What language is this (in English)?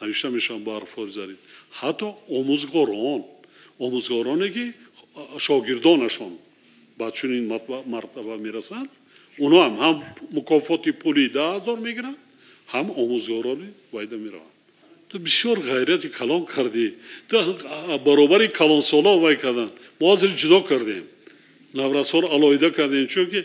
Tajik